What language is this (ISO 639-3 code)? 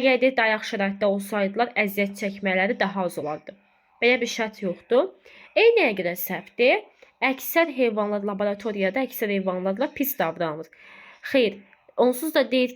aze